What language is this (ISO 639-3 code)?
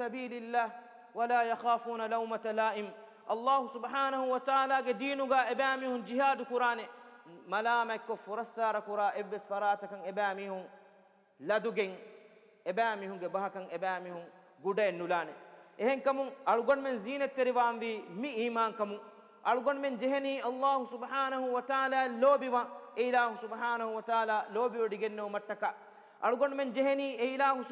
div